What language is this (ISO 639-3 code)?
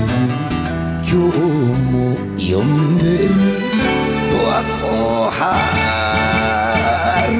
jpn